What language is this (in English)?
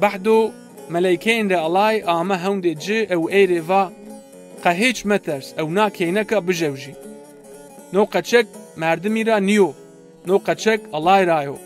Zaza